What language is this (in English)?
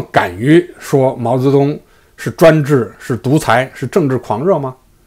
Chinese